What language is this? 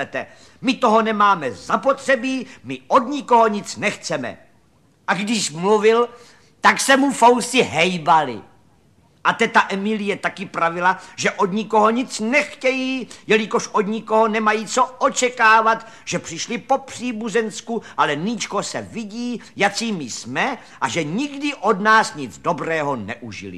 Czech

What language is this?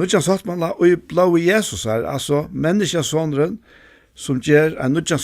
Faroese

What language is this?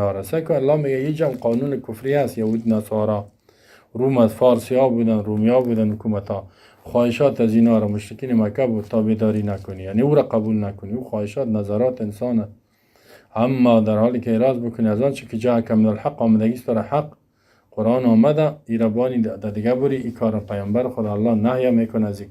Persian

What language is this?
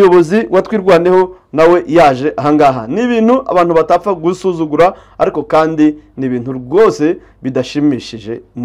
Kinyarwanda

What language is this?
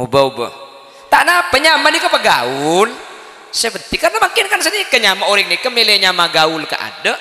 Madurese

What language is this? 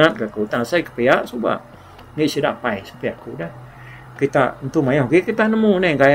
Iban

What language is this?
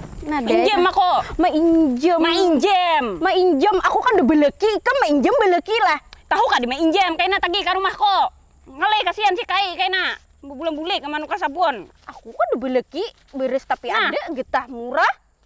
Banjar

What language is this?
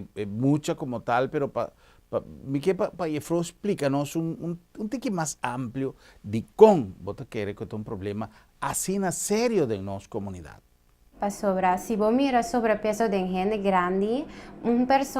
Papiamento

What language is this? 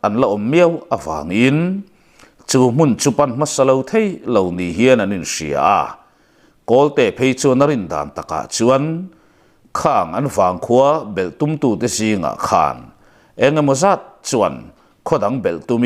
Mizo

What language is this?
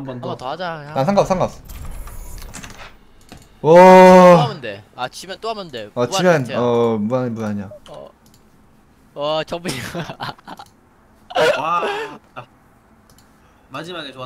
Korean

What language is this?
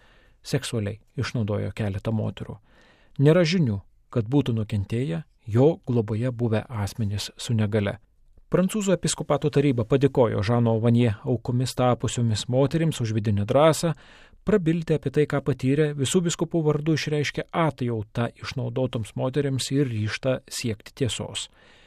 Lithuanian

